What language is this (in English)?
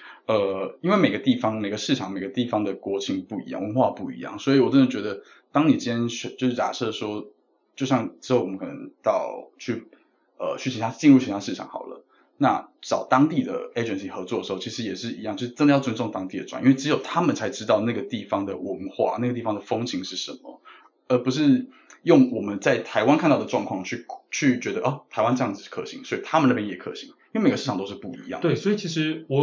Chinese